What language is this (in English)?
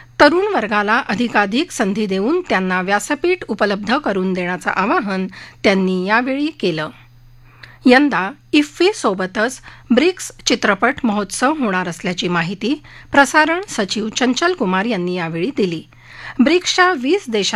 Marathi